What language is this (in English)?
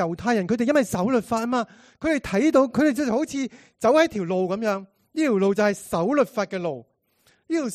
Cantonese